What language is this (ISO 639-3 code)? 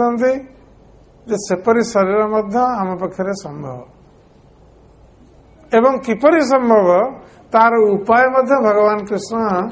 ori